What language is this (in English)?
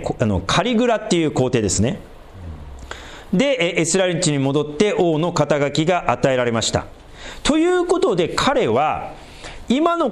Japanese